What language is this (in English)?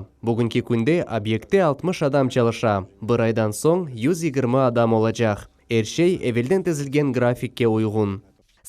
Crimean Tatar